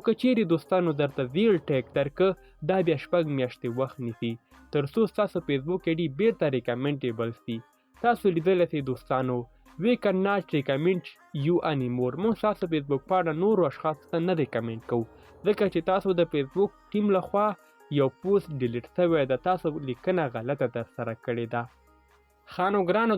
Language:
Pashto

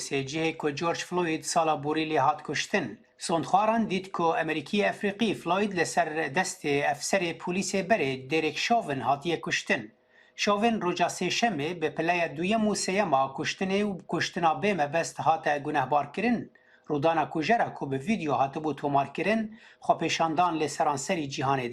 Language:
Kurdish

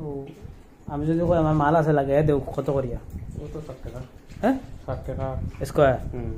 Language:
Sylheti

